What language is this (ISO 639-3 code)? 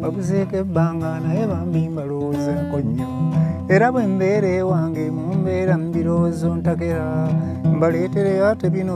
lug